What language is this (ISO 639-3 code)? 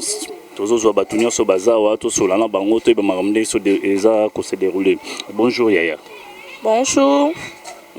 lin